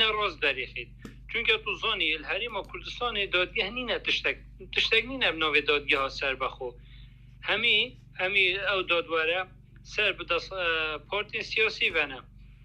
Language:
Kurdish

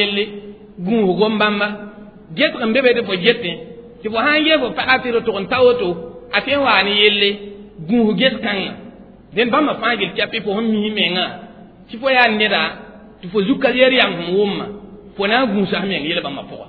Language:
Mossi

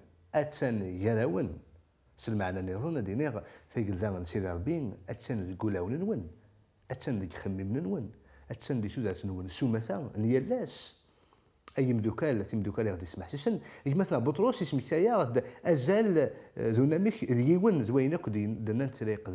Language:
Kabyle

